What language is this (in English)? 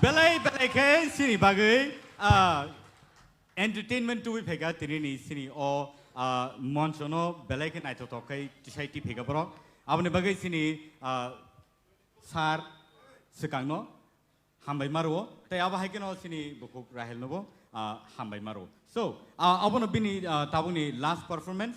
Kok Borok